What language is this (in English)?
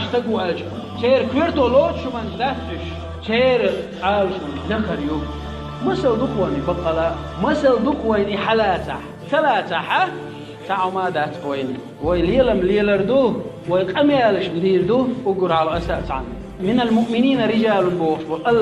Chechen